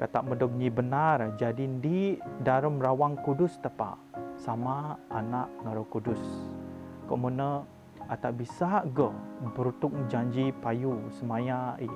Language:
Biatah Bidayuh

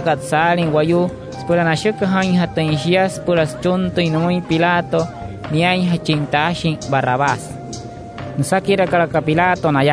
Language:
Wayuu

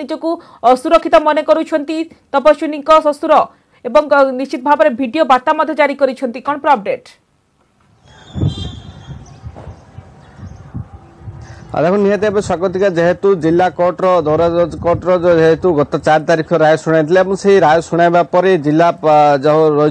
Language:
Odia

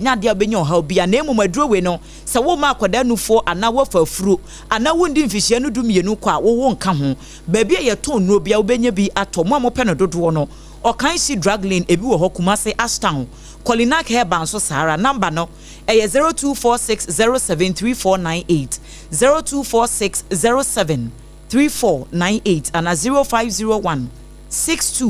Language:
Akan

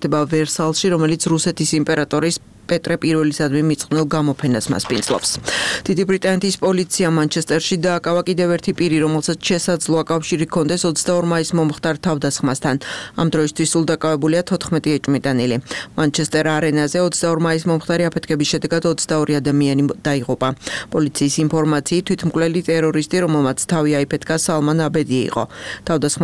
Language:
Georgian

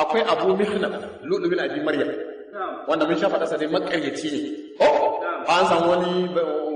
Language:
Hausa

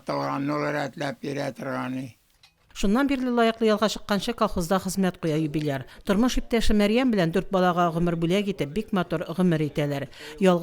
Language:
Tatar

